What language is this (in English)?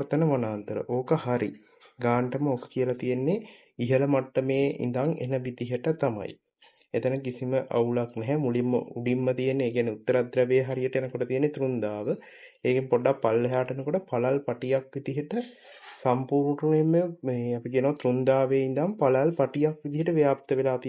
Sinhala